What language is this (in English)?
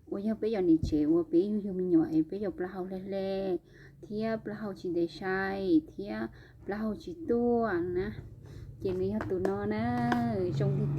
Hmong